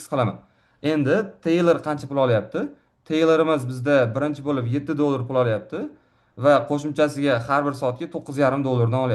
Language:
Uzbek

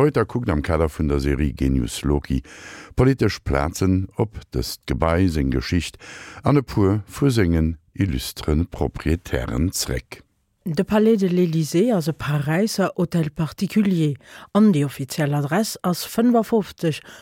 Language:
Luxembourgish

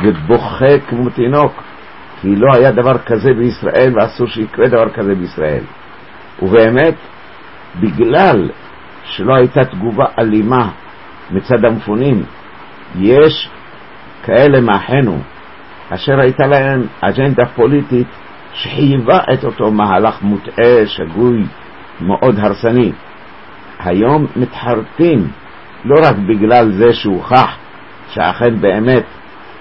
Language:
Hebrew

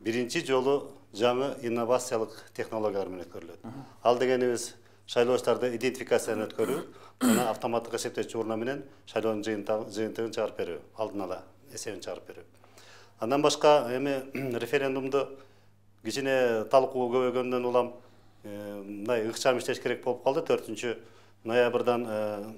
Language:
Kyrgyz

